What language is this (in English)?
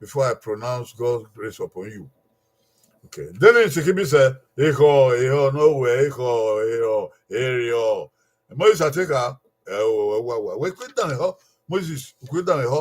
Bini